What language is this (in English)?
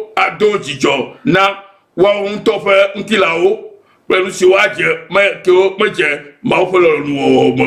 Ewe